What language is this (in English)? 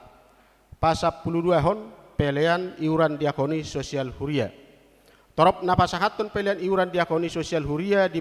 Batak Toba